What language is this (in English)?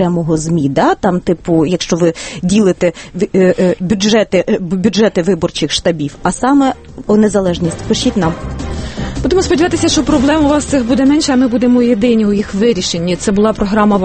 Ukrainian